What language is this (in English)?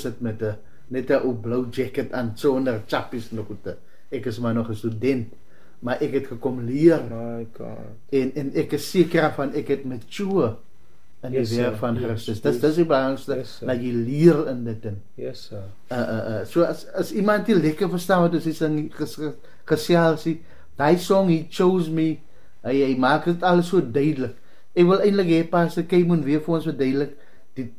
Afrikaans